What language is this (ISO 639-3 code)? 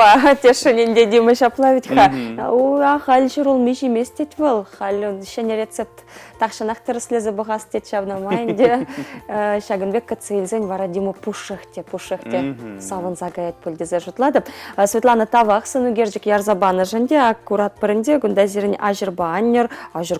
chv